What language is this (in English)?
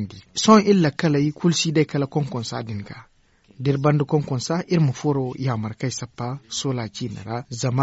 Zarma